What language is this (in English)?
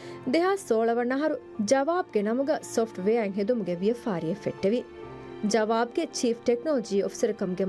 Divehi